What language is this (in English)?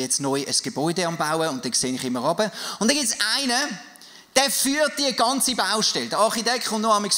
Swiss German